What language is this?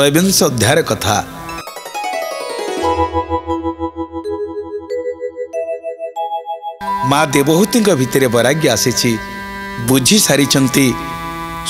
Odia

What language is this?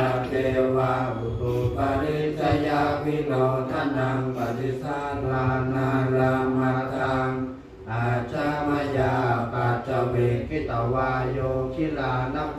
Pali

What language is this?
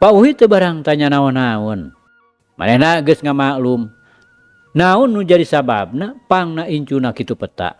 Sundanese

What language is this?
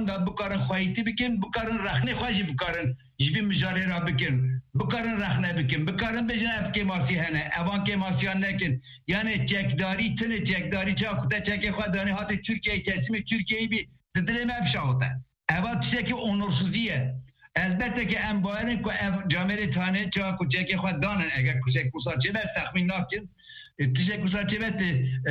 Kurdish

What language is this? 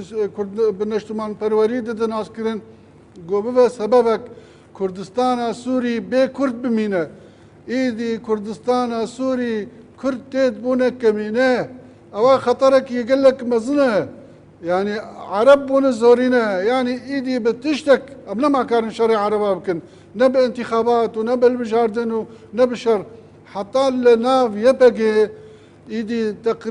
Kurdish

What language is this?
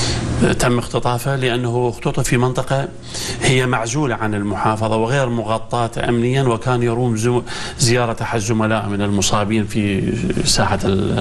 Mesopotamian Arabic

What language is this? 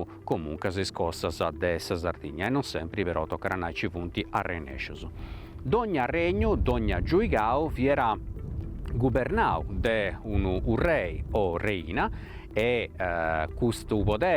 Sardinian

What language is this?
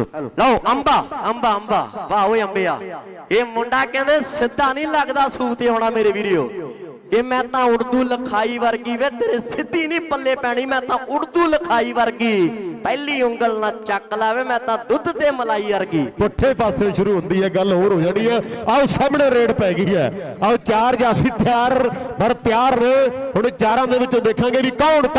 Punjabi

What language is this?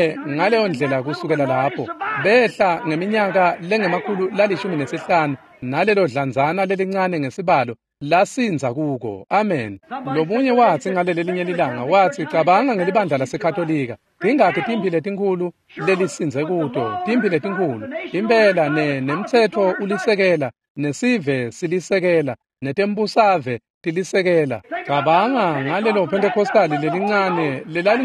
Swati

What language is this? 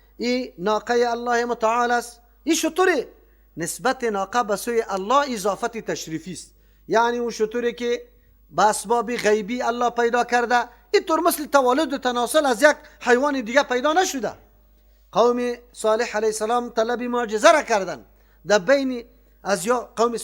Persian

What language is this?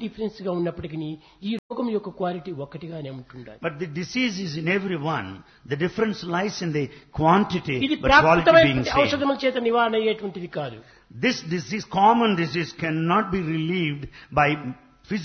Telugu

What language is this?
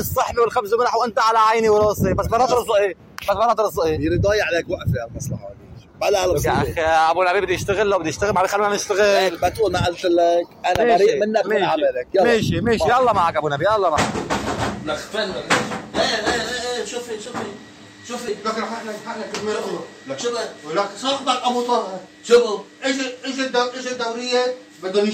North Levantine Arabic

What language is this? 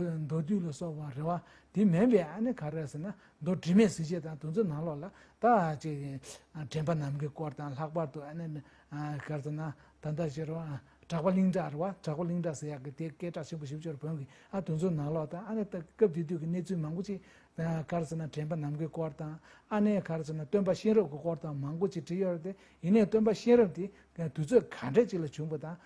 Tibetan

